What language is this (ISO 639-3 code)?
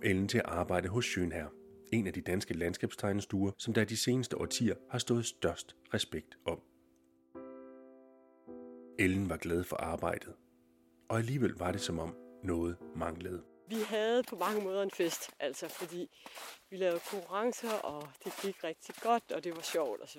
dan